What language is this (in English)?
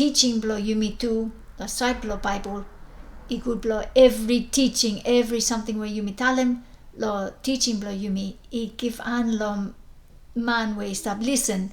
Bislama